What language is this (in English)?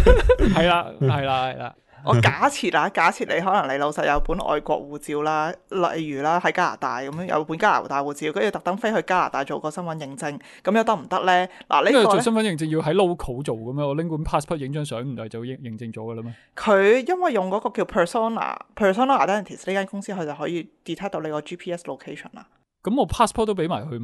Cantonese